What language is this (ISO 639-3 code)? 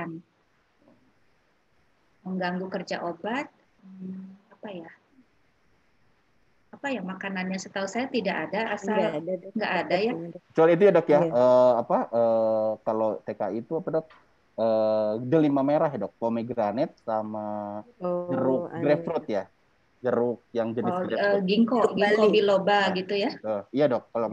ind